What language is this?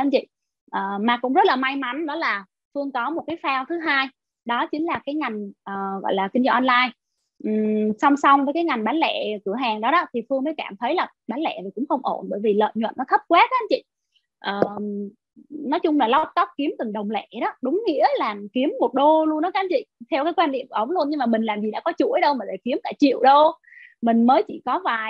Vietnamese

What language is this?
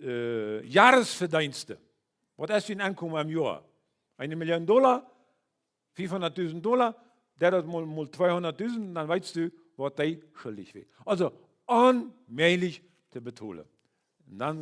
Plautdietsch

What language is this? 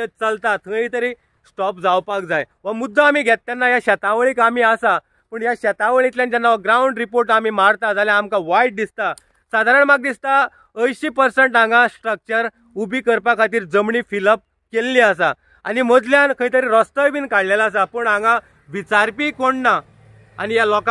Konkani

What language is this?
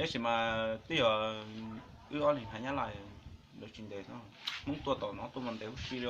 Hmong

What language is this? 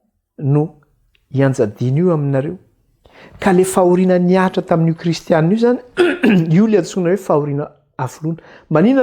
Malagasy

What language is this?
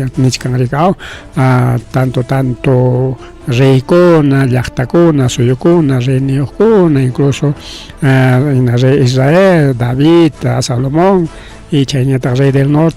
Ayacucho Quechua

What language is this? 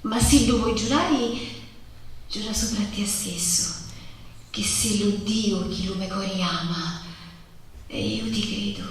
Sicilian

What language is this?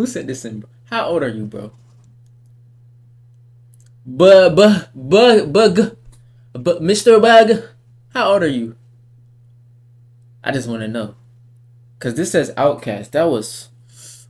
English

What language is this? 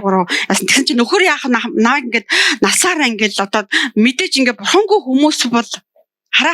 Mongolian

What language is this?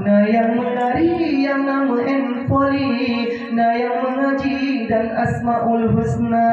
Achinese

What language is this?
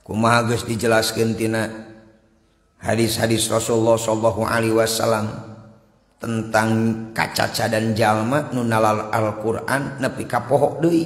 Sundanese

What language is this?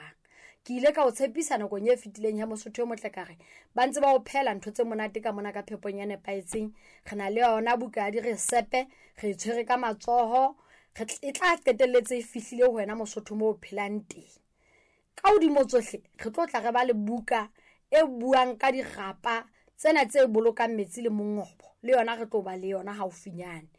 Southern Sotho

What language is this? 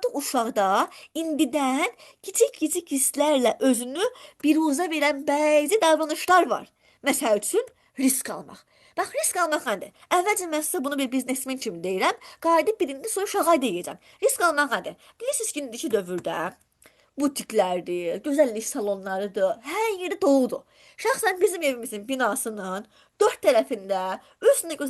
Azerbaijani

